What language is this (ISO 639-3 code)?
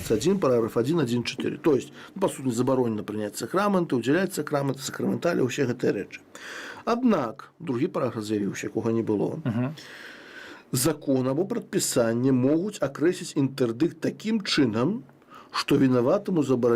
bel